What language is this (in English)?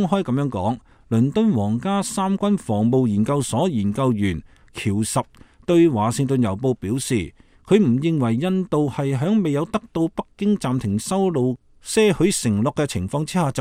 Cantonese